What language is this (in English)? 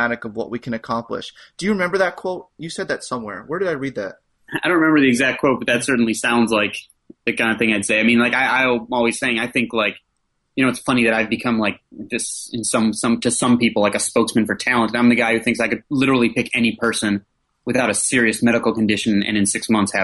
English